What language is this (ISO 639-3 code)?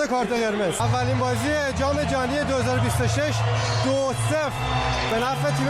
fas